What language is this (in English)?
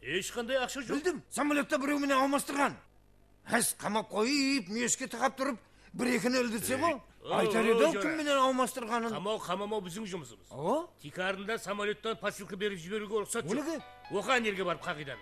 Kara-Kalpak